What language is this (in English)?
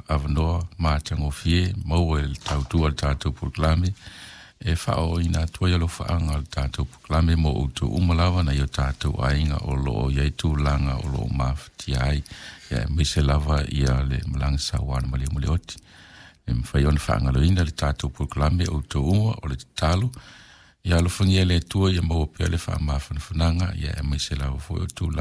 Samoan